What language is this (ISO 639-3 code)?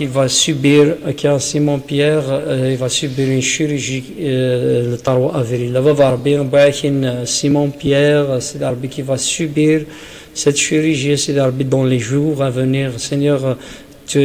kab